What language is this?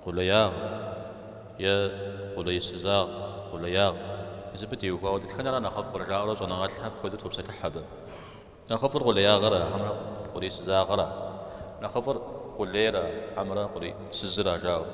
Kabardian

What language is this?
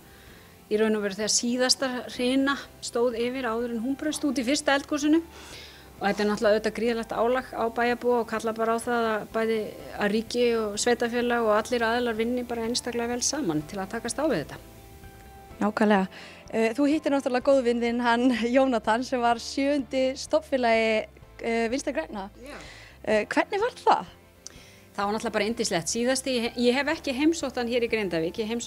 Icelandic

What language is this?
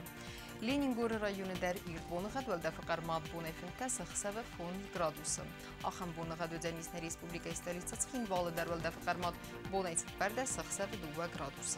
Ossetic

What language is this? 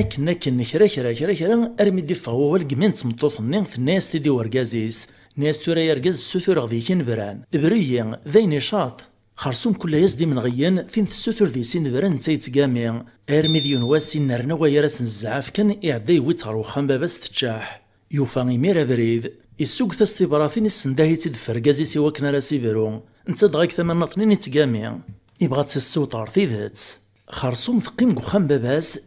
Kabyle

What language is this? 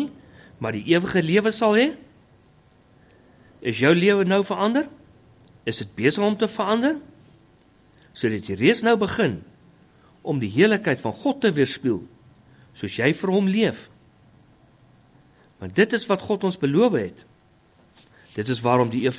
Afrikaans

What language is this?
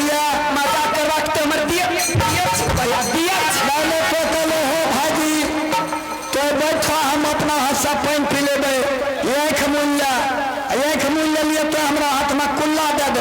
Maithili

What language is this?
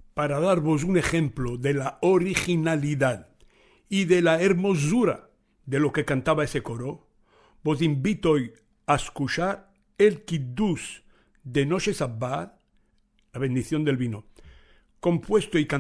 Ladino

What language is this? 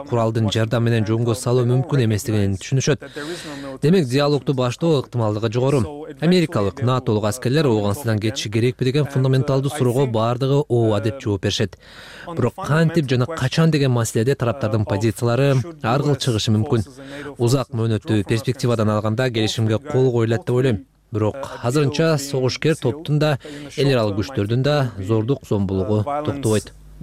Kyrgyz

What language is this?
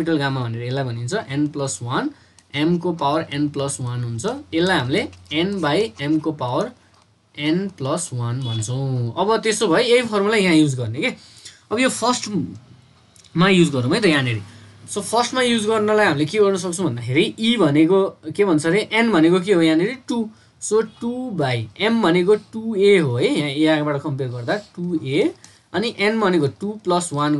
Nepali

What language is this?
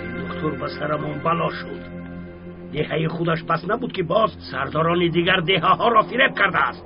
Tajik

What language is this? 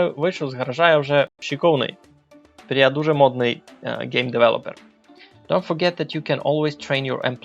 Rusyn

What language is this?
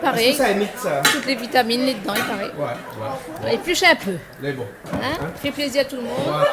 Réunion Creole French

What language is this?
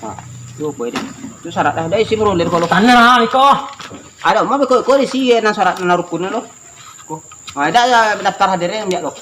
Minangkabau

